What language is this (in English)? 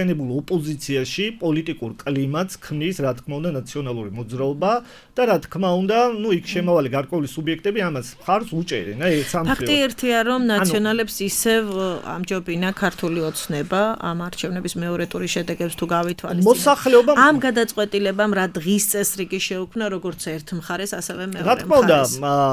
Georgian